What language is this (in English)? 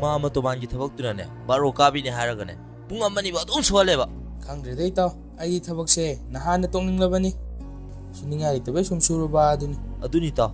Manipuri